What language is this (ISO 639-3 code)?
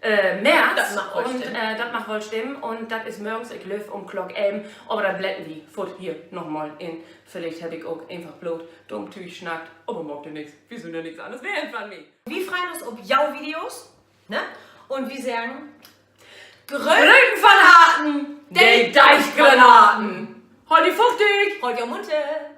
nds